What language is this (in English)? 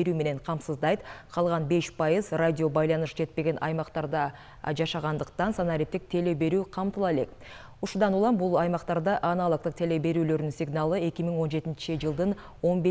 Kyrgyz